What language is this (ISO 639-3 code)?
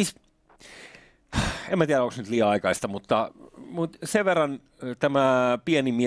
fin